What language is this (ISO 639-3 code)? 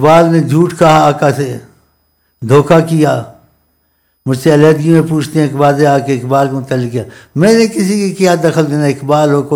urd